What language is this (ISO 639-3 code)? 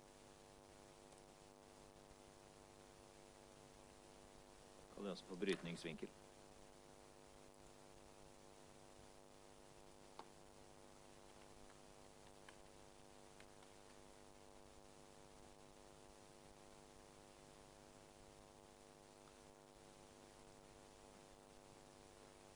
nor